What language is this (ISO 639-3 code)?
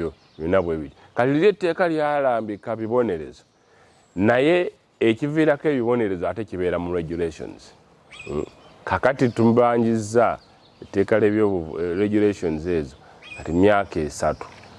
lug